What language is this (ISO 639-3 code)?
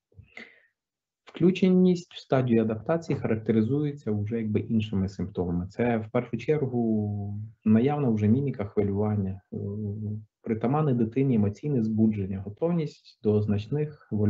ukr